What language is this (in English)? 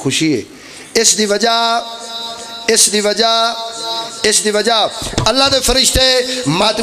Pahari-Potwari